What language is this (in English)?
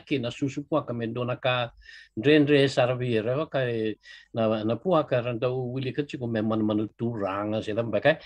Fijian